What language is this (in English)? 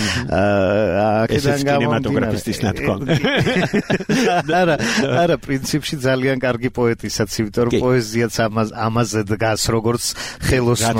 Georgian